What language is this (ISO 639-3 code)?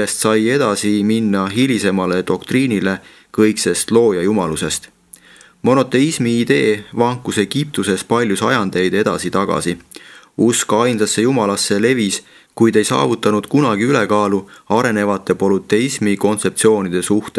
est